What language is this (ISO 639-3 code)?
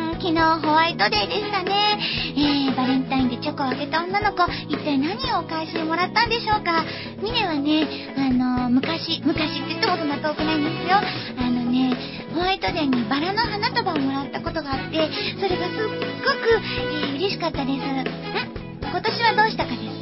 jpn